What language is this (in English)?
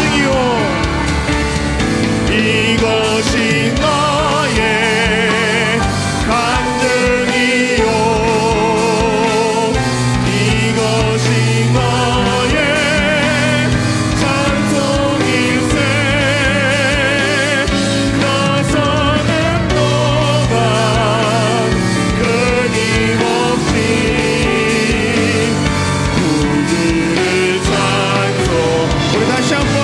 Korean